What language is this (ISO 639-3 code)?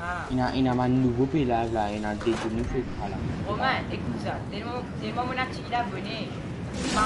mfe